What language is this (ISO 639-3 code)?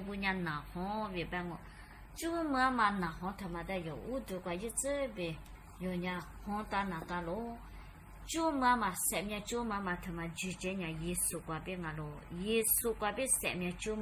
lis